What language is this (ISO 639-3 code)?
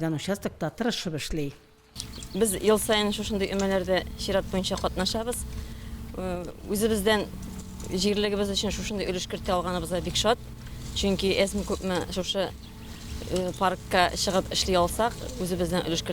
tat